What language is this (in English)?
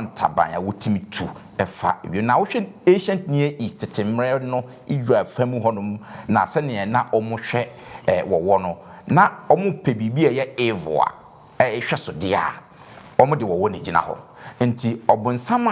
Akan